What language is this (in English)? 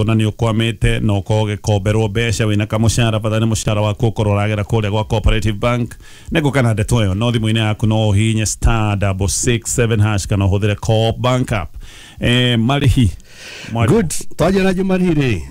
Kikuyu